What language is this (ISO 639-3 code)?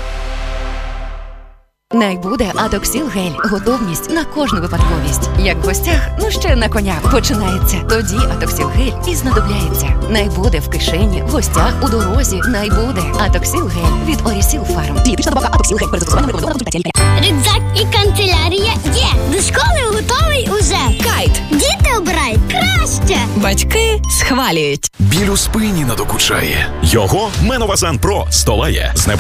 ukr